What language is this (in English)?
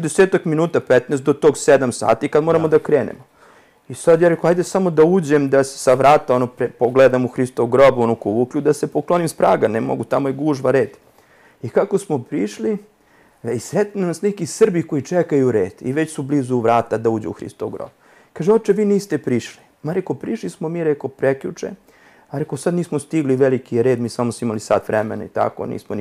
Serbian